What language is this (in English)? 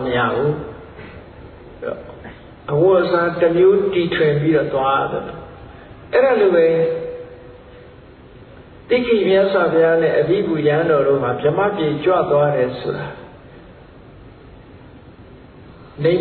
Burmese